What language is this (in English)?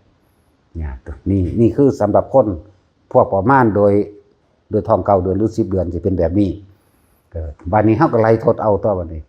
Northeastern Thai